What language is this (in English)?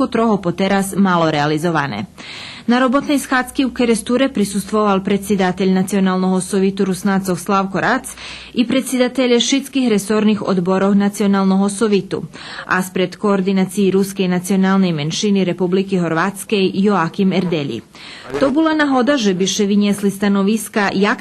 Rusyn